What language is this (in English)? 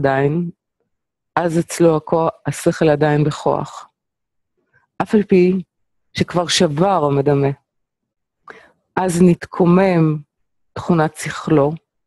Hebrew